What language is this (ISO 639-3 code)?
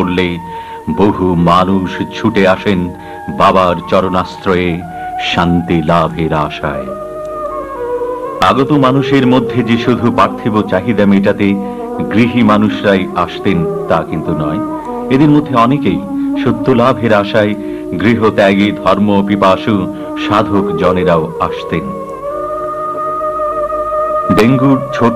ben